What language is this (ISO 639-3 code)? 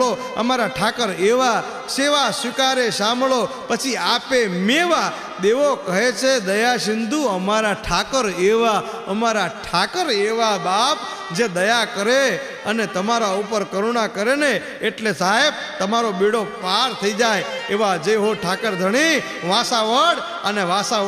guj